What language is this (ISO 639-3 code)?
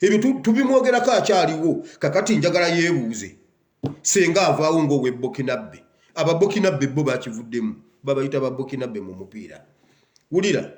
lug